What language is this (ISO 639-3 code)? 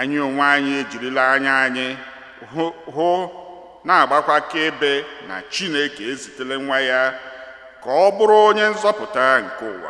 ibo